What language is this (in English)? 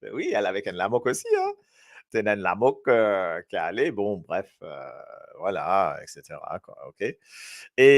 Morisyen